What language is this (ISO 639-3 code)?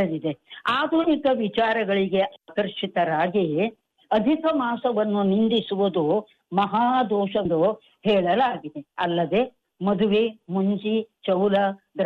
kan